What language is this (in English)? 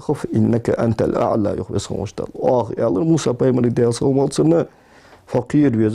Ingush